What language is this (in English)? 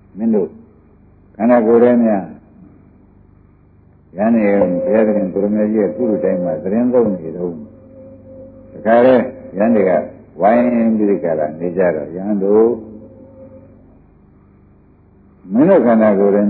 Burmese